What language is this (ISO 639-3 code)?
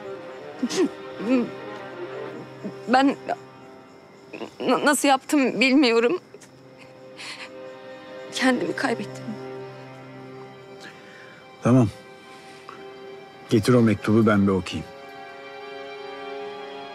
tur